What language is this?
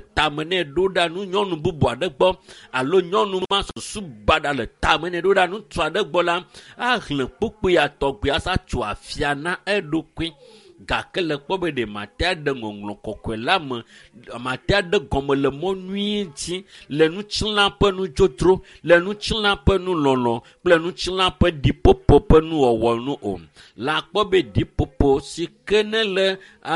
Ewe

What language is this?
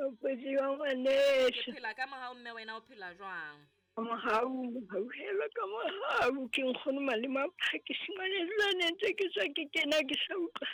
Southern Sotho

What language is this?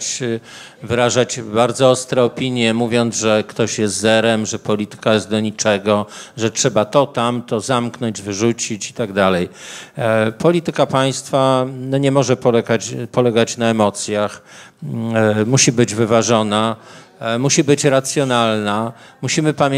Polish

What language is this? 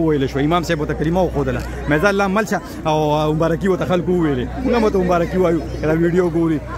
Pashto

